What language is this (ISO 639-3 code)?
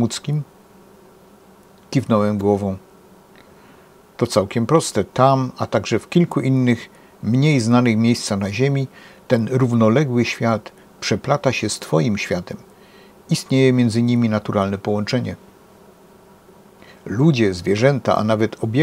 pol